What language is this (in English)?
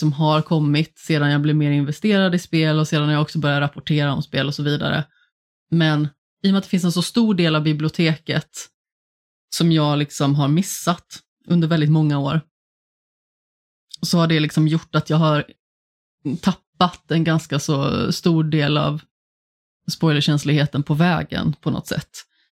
Swedish